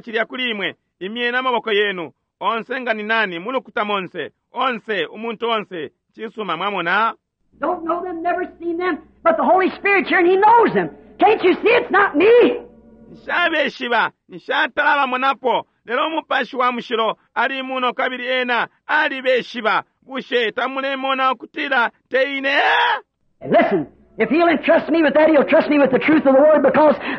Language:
Bemba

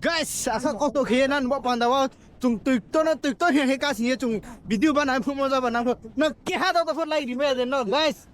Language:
Riang (India)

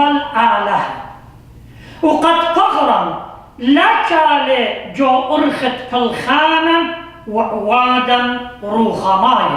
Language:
Assyrian Neo-Aramaic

